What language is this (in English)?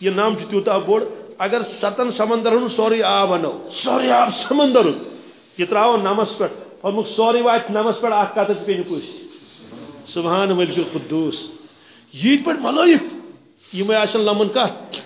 Kashmiri